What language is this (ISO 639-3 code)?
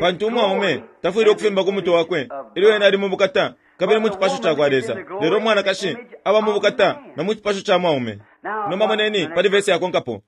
bem